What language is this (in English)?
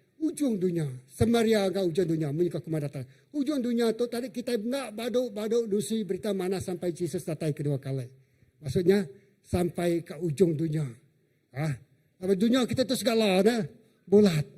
Iban